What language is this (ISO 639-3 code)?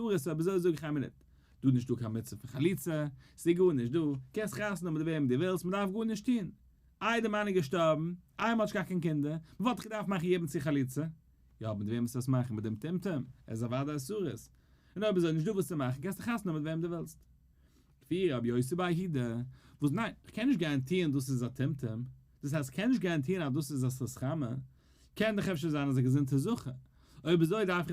yid